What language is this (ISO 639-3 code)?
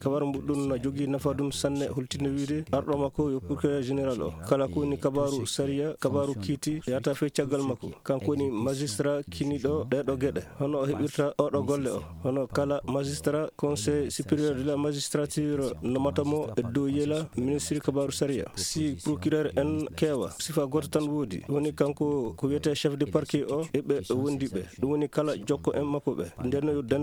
ful